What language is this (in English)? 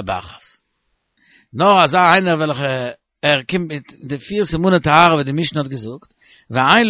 Yiddish